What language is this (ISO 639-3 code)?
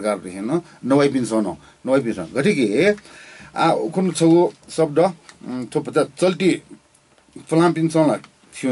new